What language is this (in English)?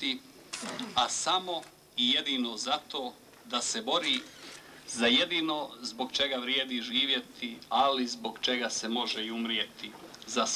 Croatian